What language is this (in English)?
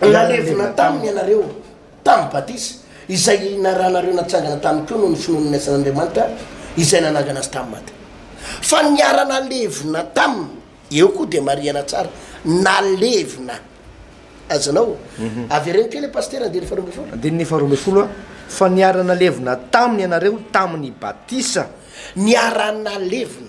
Malagasy